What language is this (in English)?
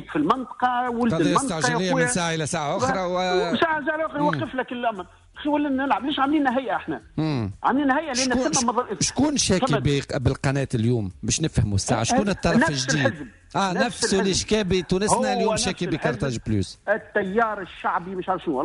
Tunisian Arabic